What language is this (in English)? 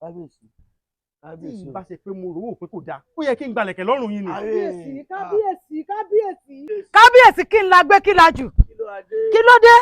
Yoruba